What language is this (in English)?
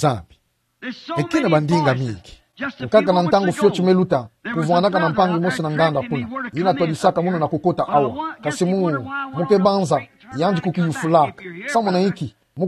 Kituba (Democratic Republic of Congo)